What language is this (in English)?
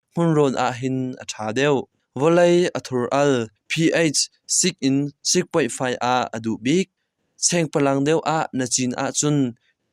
Hakha Chin